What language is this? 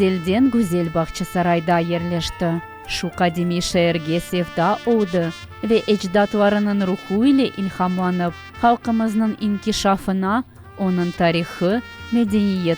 Crimean Tatar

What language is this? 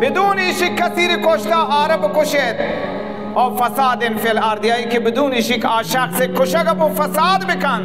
Baluchi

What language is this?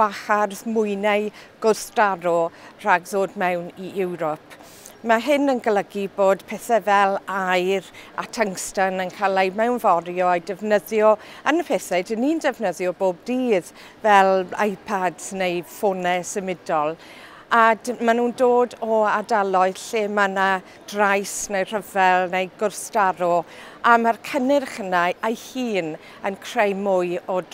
Welsh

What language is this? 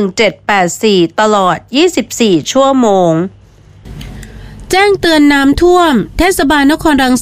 Thai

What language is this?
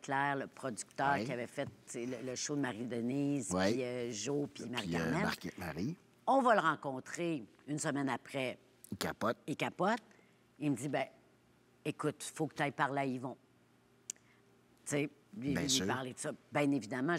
French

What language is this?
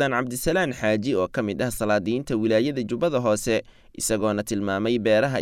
Somali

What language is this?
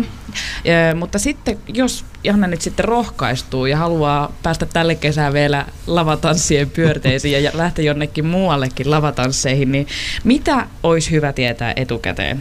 Finnish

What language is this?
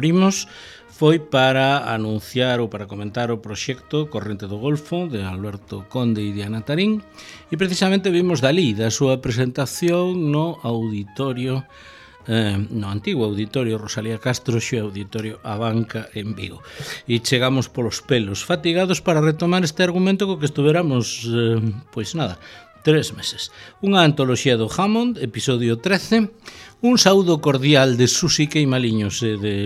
Galician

